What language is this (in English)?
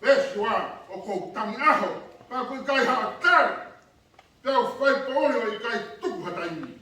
Tongan